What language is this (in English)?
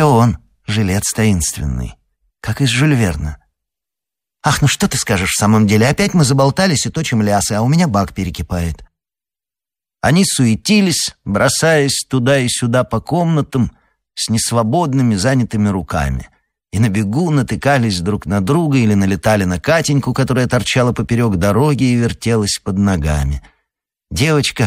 Russian